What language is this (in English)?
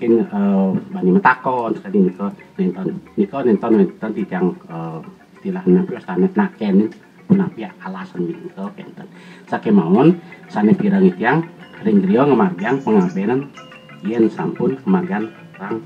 Balinese